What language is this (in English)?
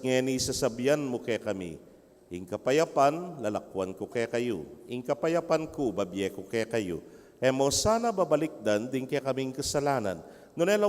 Pampanga